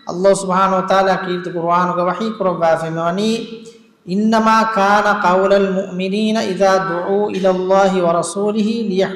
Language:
Divehi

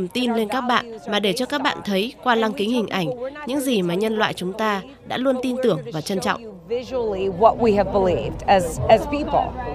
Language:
Vietnamese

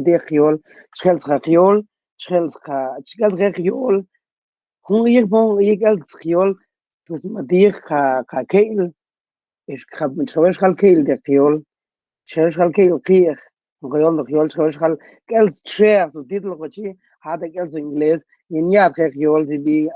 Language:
Mam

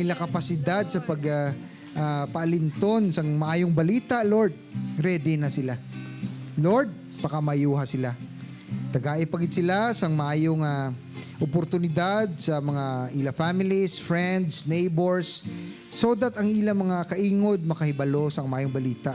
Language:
Hiligaynon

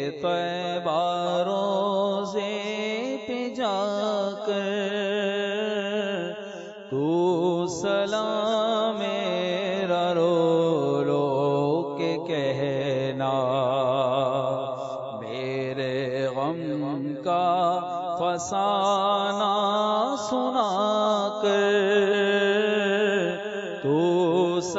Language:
Urdu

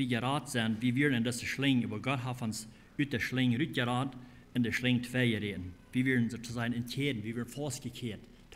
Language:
Plautdietsch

